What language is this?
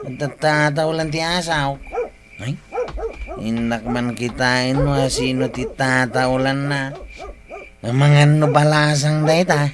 Iloko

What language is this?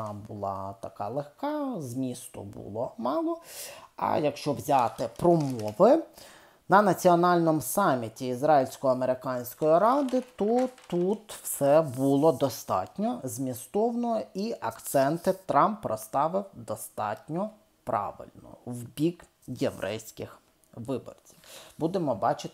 Ukrainian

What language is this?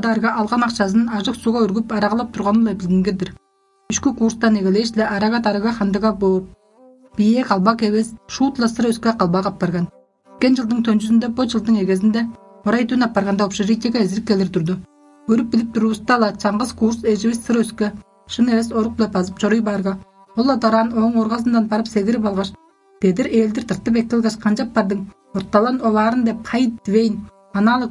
Tuvinian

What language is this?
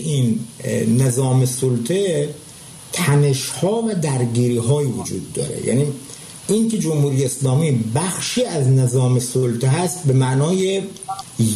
Persian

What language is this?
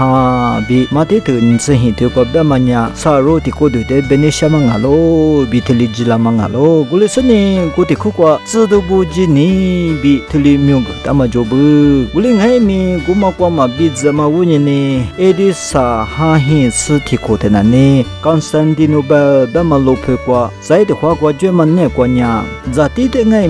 Lisu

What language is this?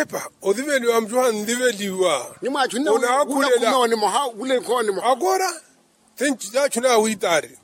Makhuwa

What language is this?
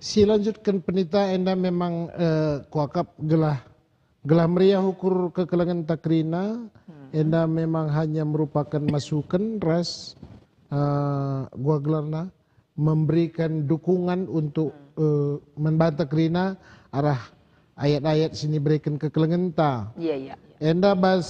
Batak Karo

